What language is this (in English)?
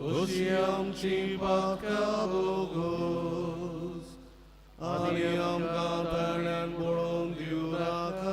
Konkani